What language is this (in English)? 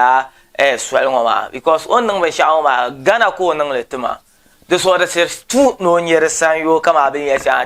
Dagbani